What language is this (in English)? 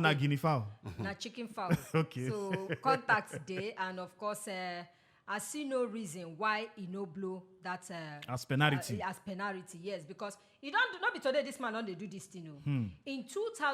Nigerian Pidgin